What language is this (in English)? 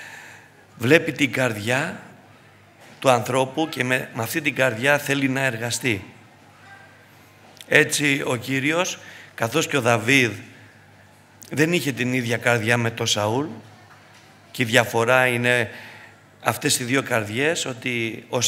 Greek